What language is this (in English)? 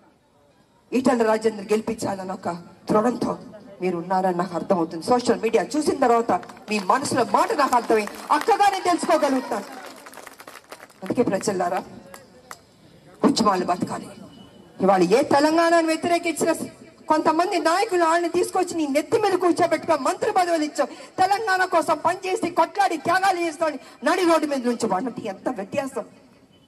Telugu